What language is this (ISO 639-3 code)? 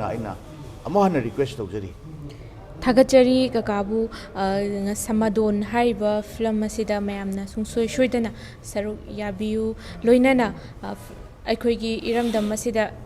mni